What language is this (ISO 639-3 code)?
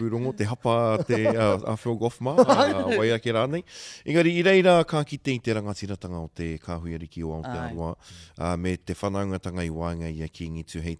mri